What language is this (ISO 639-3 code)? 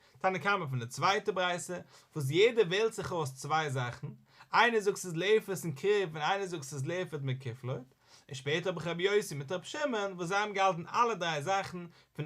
yid